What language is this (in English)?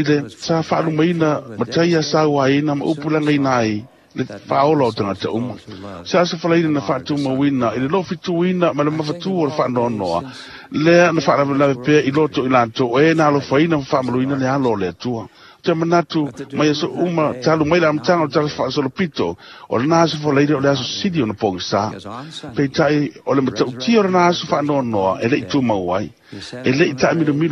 Samoan